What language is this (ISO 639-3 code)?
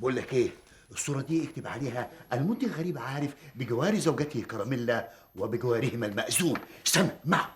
arz